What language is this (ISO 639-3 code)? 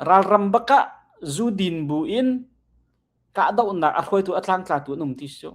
cnh